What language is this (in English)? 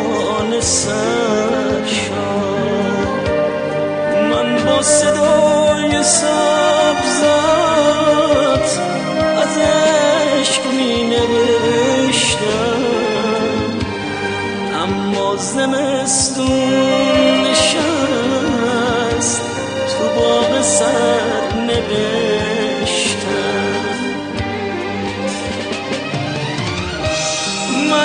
Persian